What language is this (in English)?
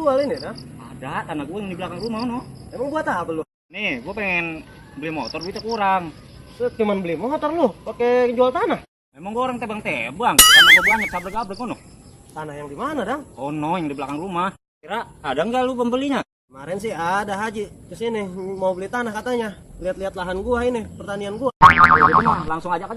Betawi